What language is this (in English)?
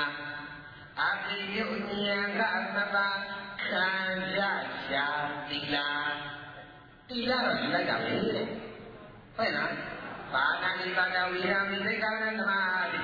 Burmese